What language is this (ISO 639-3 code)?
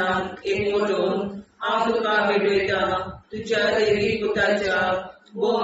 kok